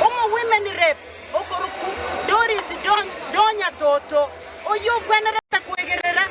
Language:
Gusii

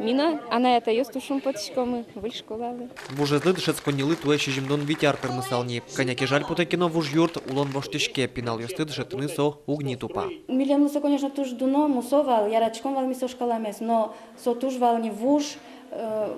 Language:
Udmurt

